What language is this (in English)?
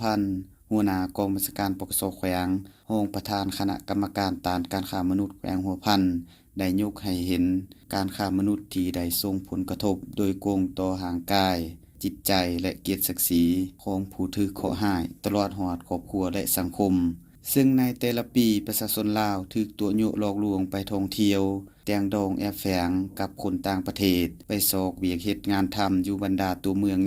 Lao